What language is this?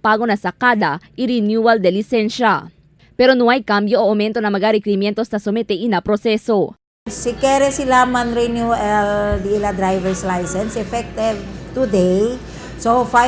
Chavacano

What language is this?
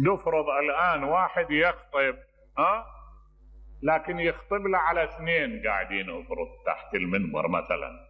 Mesopotamian Arabic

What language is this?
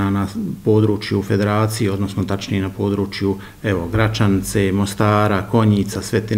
Bosnian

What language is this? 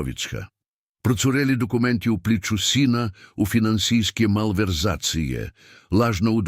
Serbian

